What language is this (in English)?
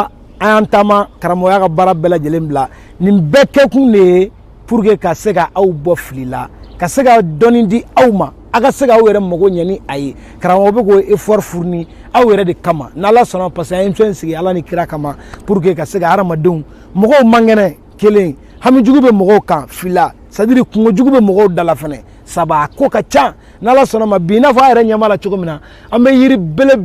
Bambara